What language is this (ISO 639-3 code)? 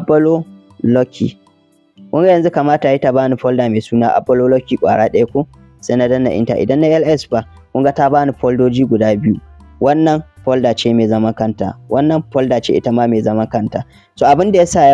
hau